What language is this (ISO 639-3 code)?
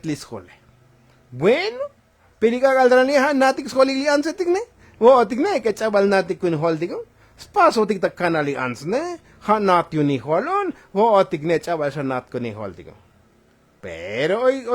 tzo